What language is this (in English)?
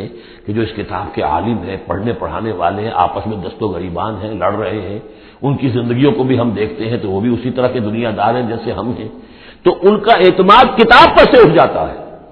Urdu